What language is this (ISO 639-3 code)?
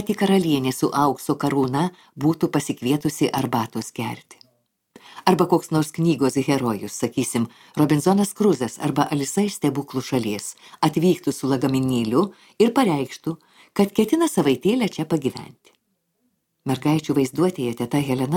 lit